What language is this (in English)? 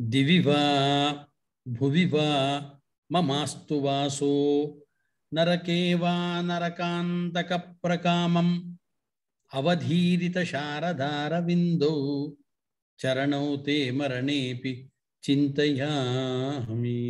Sanskrit